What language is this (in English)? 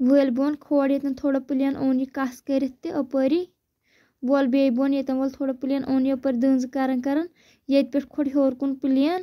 Kashmiri